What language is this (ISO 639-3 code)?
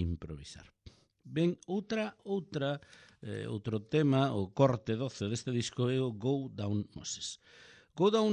glg